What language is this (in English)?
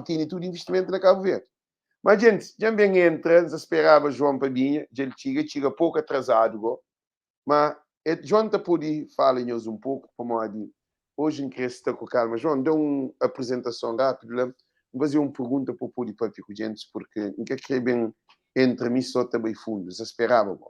Kabuverdianu